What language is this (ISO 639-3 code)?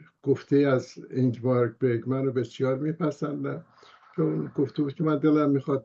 fas